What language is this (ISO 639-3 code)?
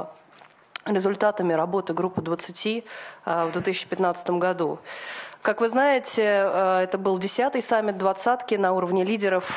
rus